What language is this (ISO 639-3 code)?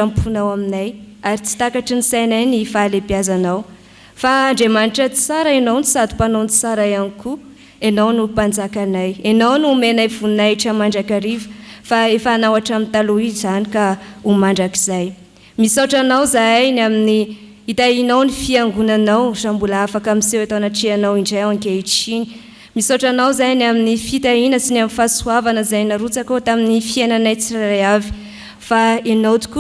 mlg